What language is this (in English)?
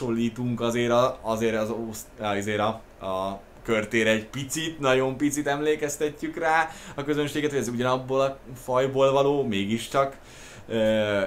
Hungarian